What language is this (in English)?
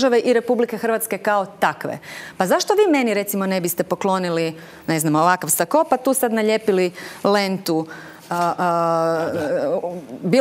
Croatian